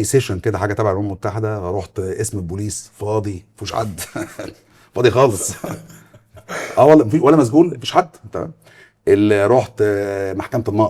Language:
Egyptian Arabic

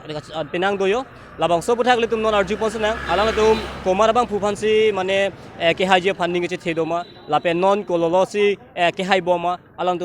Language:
Karbi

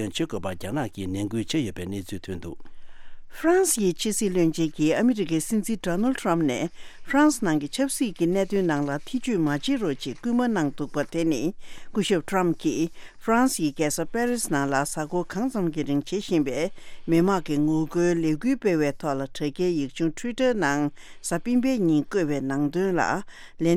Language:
Tibetan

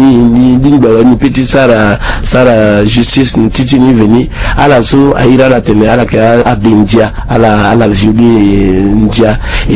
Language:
Sango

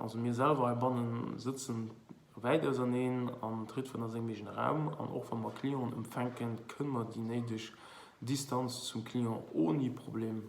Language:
Luxembourgish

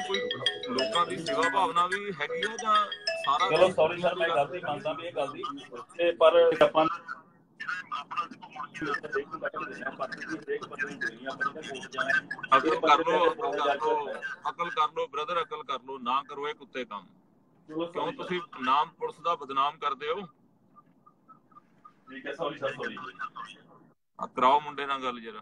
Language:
Punjabi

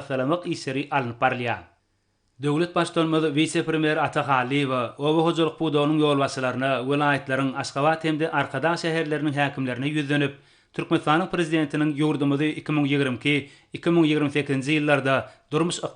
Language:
Turkmen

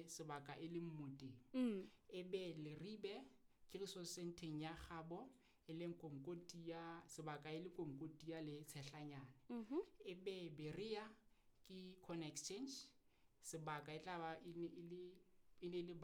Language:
Southern Sotho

